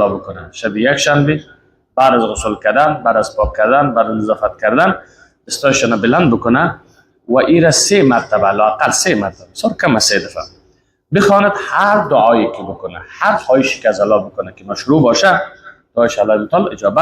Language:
Persian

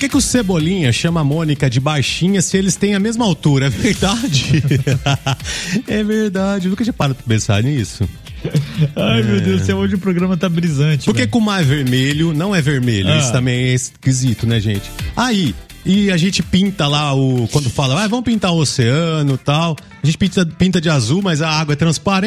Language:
Portuguese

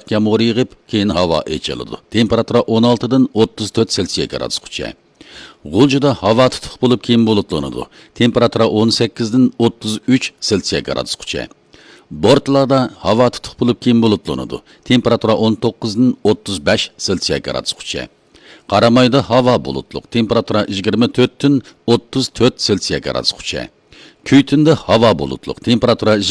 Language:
Uyghur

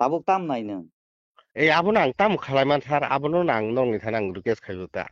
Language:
Kok Borok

